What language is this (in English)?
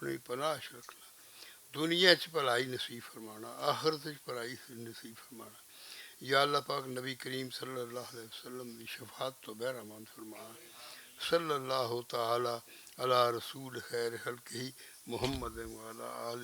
Western Panjabi